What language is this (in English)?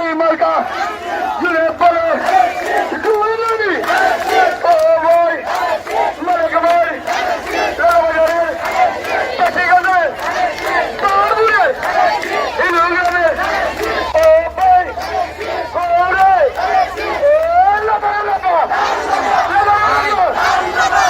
Sylheti